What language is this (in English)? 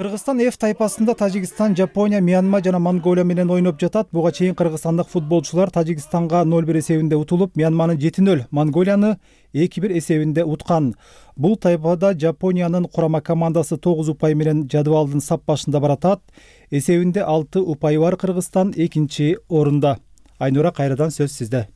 Kyrgyz